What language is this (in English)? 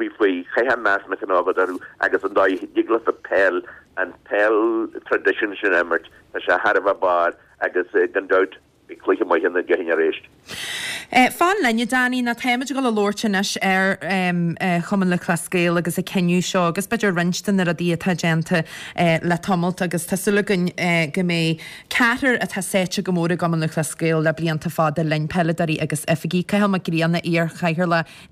Irish